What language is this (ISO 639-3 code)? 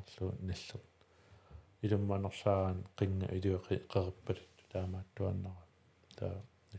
kal